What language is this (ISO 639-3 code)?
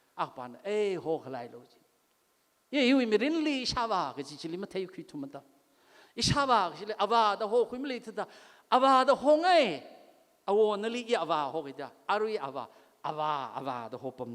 nmf